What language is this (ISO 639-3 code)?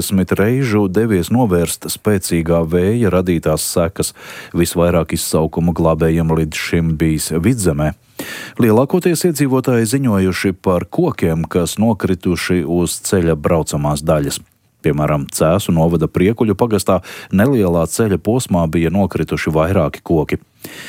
lav